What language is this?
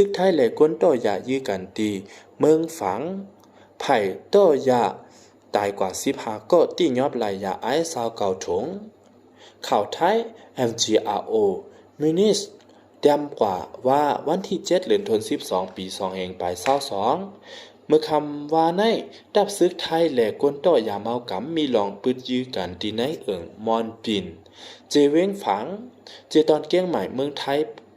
Shan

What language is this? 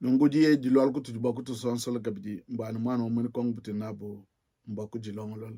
Luba-Lulua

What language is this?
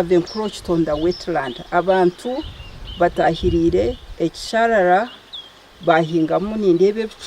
Nyankole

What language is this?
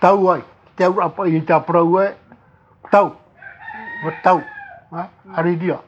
Tahitian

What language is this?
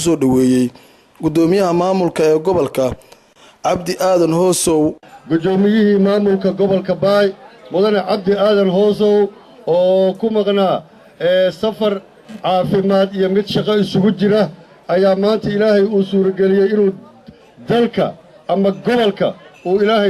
Somali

